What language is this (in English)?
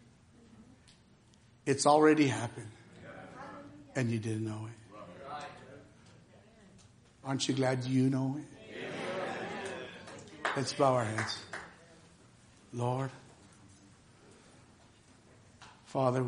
English